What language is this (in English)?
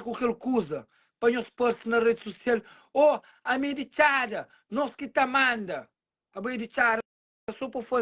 Kabuverdianu